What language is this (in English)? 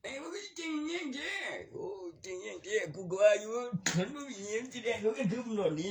Northeastern Thai